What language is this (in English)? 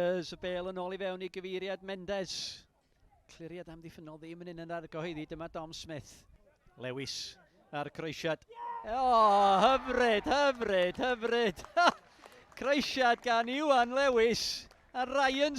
Welsh